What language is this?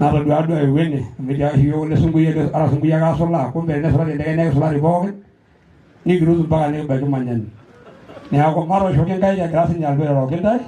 Masai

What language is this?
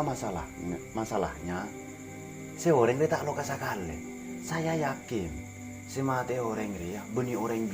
Madurese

